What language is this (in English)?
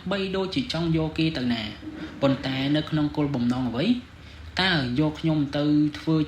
Khmer